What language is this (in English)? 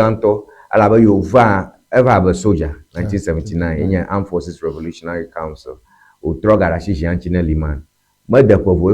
Ewe